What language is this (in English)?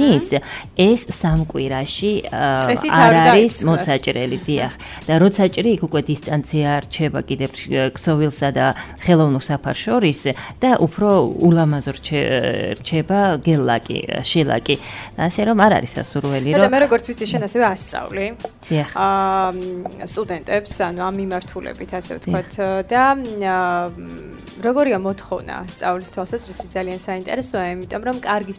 Georgian